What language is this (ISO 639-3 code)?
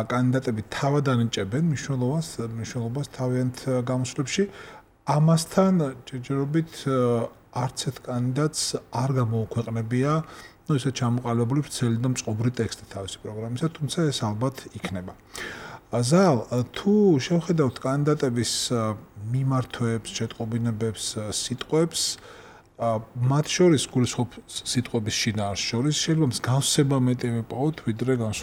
kat